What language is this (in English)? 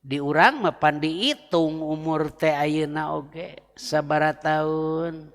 Sundanese